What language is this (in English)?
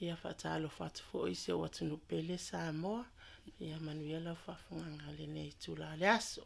Samoan